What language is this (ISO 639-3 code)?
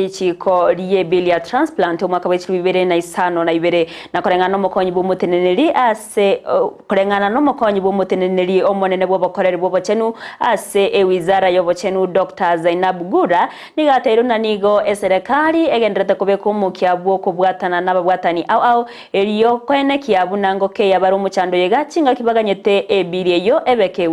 guz